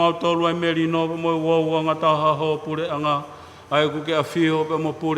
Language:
Tongan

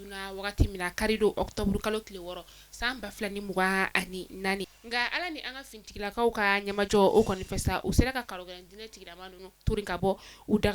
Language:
Bambara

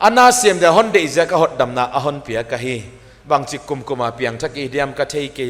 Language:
Paite Chin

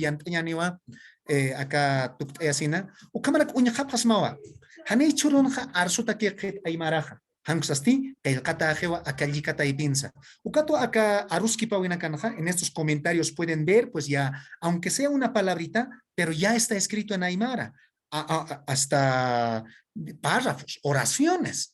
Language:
Aymara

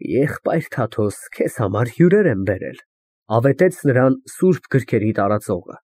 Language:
Armenian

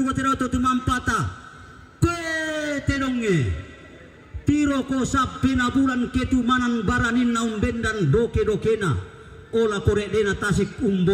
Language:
Toraja-Sa'dan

